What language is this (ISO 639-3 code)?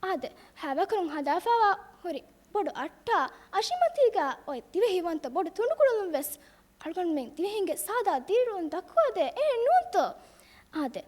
div